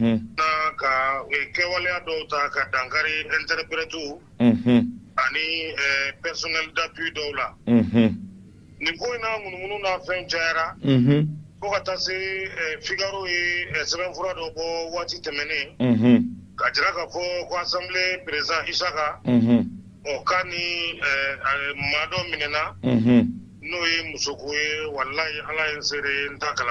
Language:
Bambara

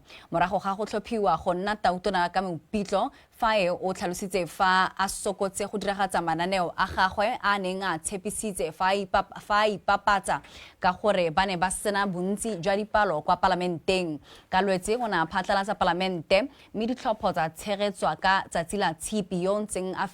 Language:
Tswana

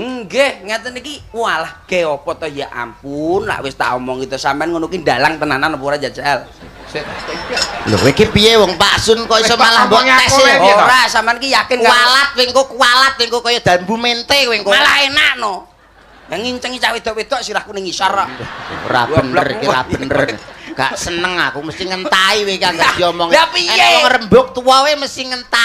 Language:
Javanese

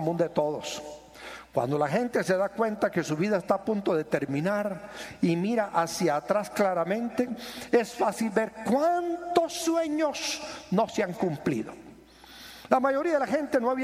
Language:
Spanish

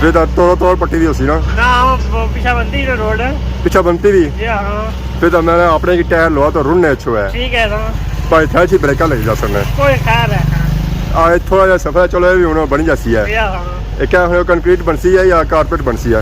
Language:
Pahari-Potwari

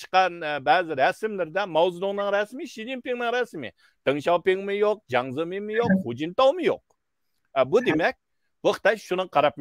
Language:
Uyghur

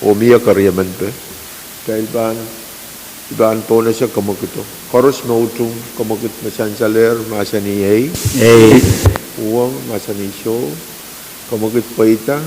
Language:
Pohnpeian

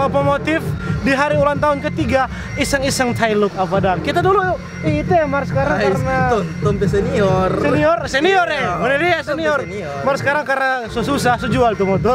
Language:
Manado Malay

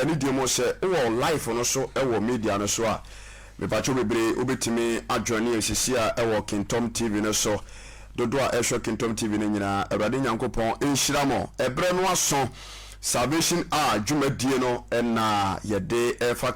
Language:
Akan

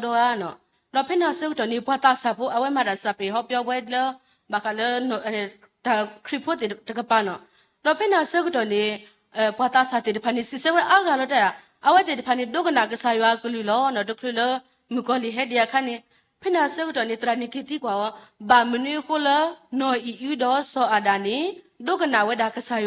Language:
S'gaw Karen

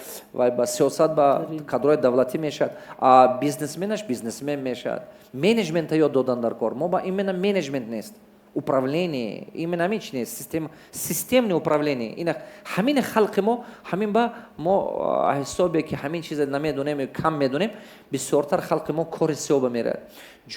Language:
Tajik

